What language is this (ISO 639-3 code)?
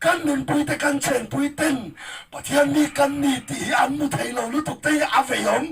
lus